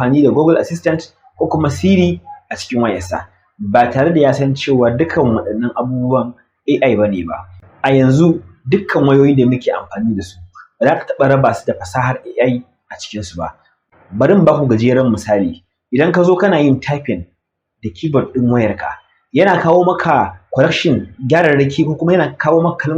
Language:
Hausa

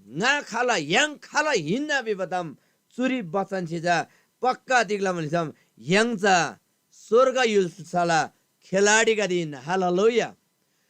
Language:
Eastern Tamang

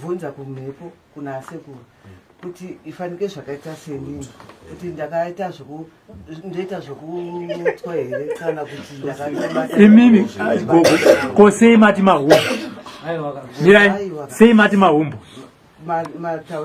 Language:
Shona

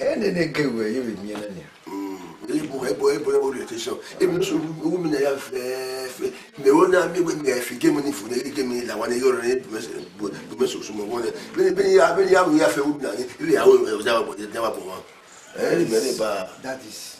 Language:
Bini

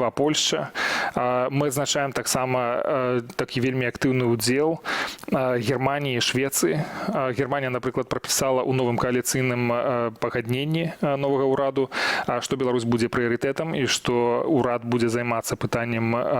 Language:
Belarusian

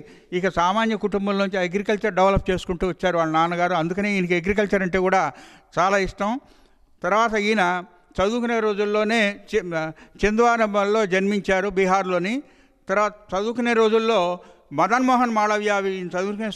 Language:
Telugu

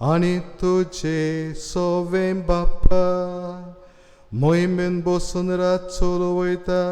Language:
Konkani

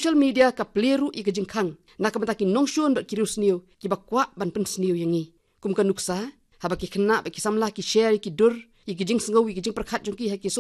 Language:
Khasi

